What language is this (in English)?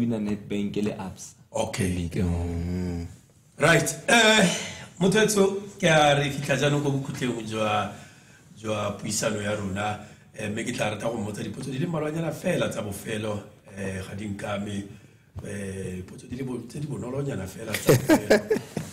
Tswana